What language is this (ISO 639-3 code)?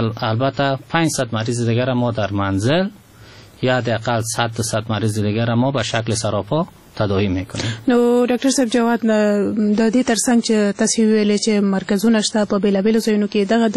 fas